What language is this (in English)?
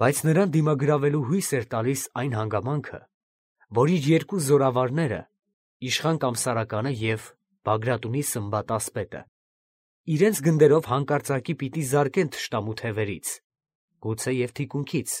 Armenian